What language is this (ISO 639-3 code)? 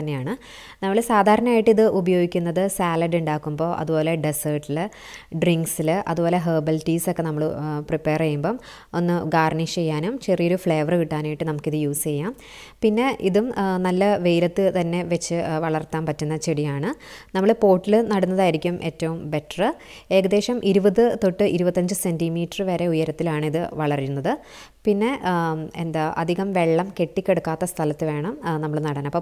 mal